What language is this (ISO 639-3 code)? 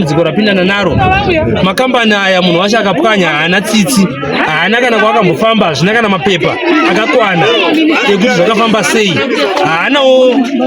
sna